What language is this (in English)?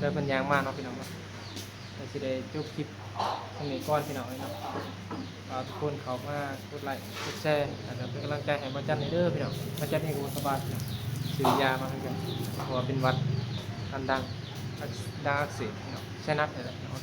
Northeastern Thai